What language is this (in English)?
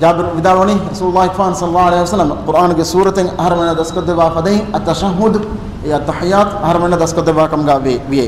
Divehi